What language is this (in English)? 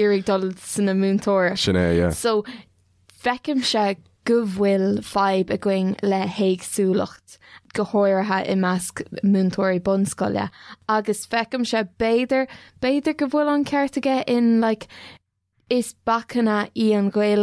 Irish